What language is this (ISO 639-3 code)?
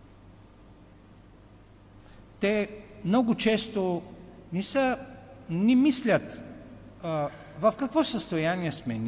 bul